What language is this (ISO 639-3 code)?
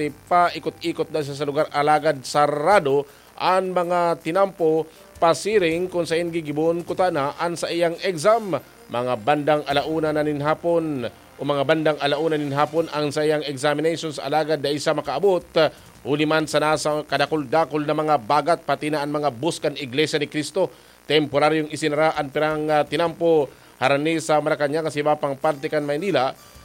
bik